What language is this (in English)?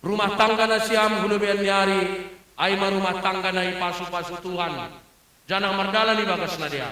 Batak Simalungun